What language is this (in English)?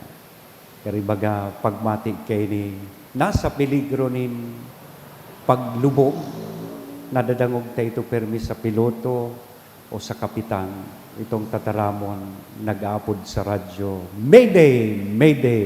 Bikol